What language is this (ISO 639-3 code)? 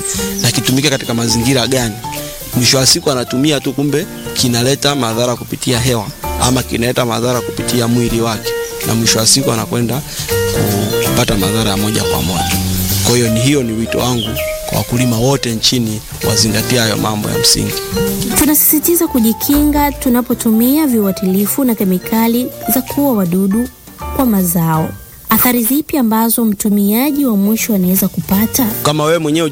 swa